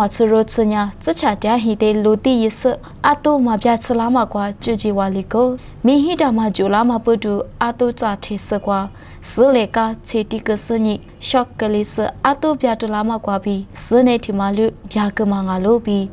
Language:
Lisu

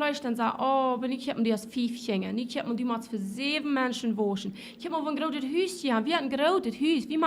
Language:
Plautdietsch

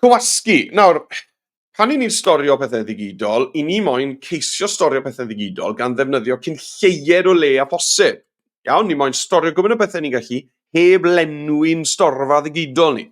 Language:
Welsh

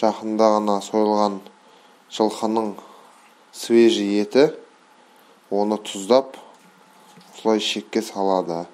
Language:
Kazakh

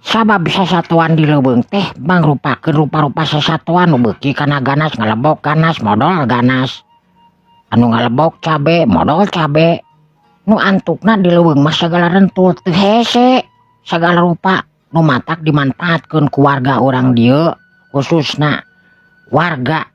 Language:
Sundanese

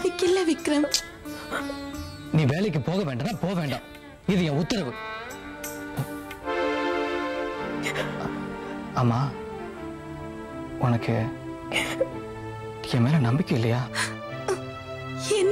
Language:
Tamil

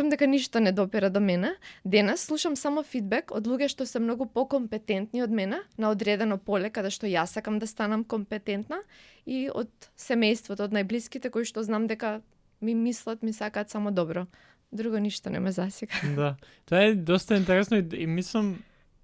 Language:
Macedonian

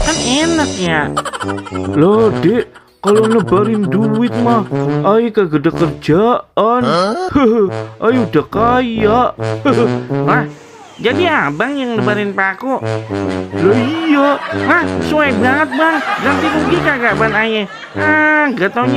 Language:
Betawi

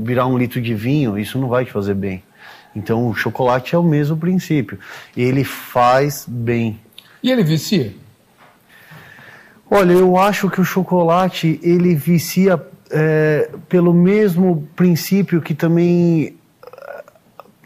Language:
Portuguese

